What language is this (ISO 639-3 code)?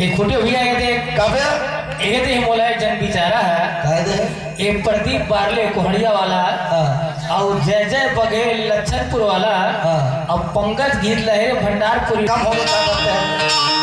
hne